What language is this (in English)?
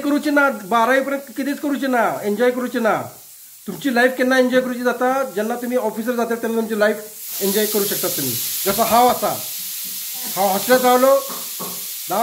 Konkani